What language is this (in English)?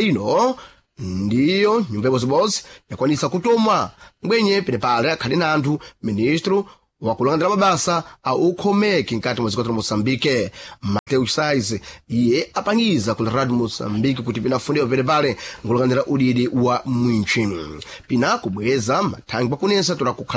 Sena